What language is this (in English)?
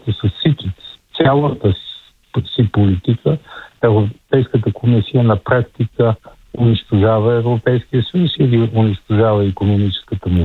Bulgarian